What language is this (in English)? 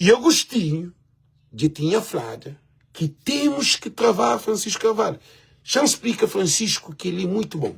Kabuverdianu